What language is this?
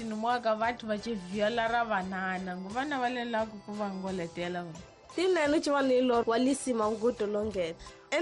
Tsonga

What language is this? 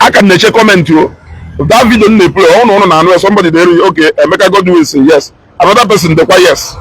Igbo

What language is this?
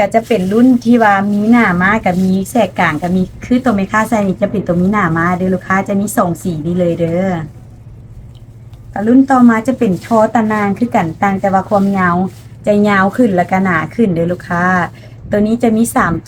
Lao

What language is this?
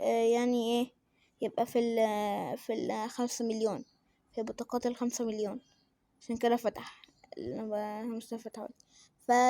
Egyptian Arabic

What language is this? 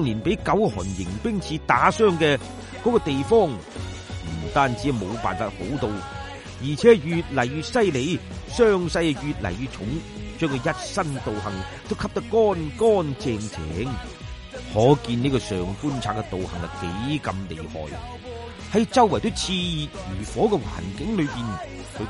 Cantonese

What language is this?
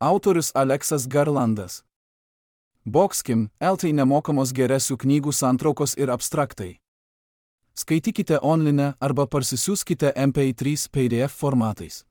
Lithuanian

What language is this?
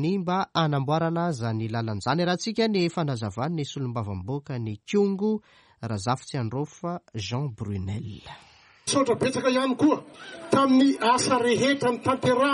Malagasy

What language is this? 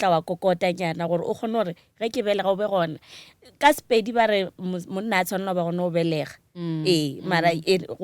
Northern Sotho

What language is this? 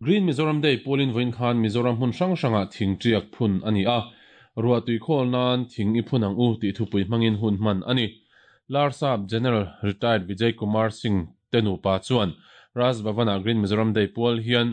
Mizo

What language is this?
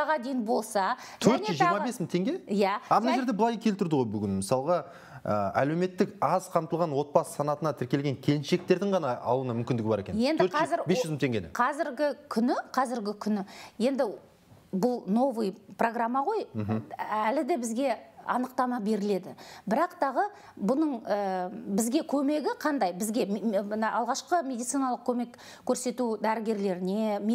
Kazakh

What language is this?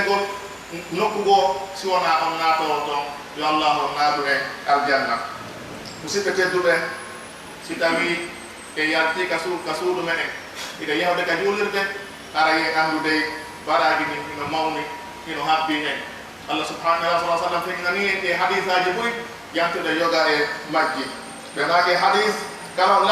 Pular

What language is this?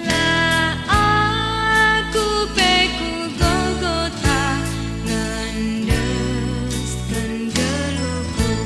Batak Karo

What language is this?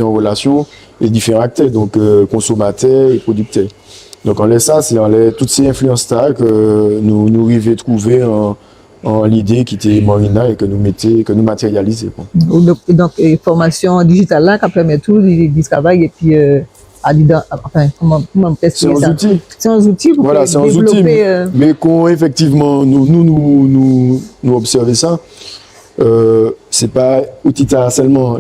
Guadeloupean Creole French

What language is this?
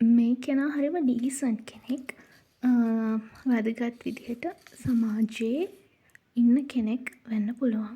Sinhala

